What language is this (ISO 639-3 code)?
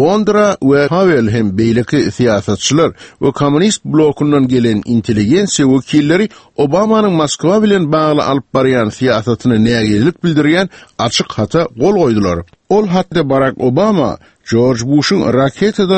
tuk